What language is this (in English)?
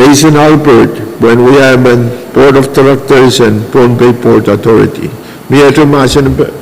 Pohnpeian